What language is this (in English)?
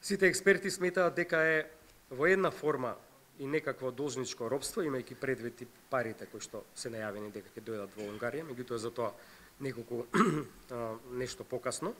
Macedonian